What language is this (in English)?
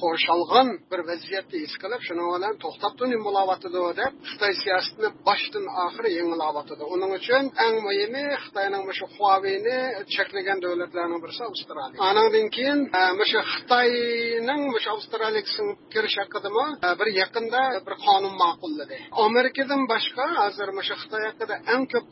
Uyghur